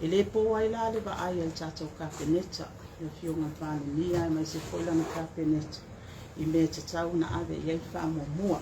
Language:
Samoan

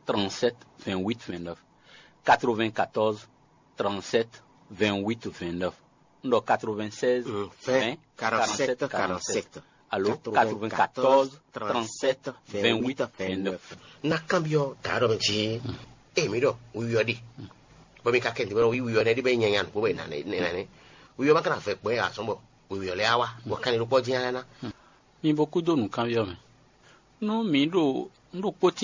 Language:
Fon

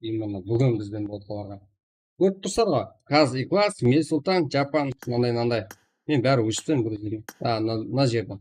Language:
Kara-Kalpak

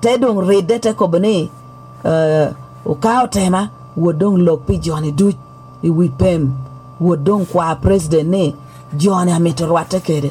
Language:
Lango (Uganda)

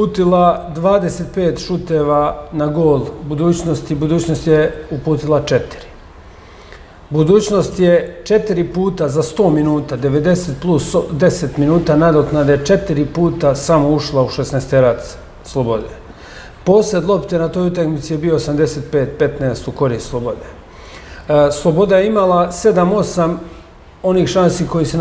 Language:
Serbian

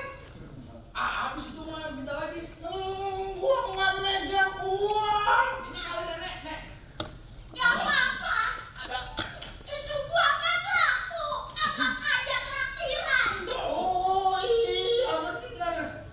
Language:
Betawi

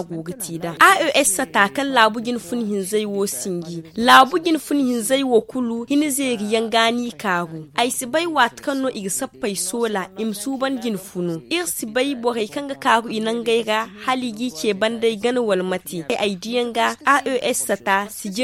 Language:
Zarma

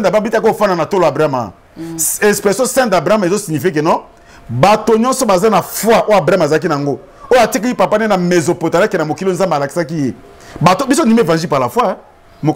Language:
Lingala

